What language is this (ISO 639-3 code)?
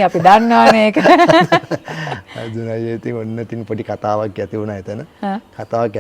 sin